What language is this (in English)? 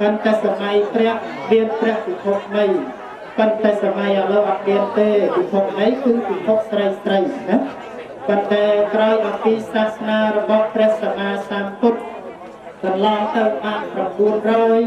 Khmer